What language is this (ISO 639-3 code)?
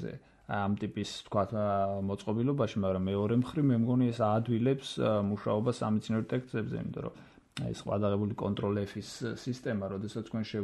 kat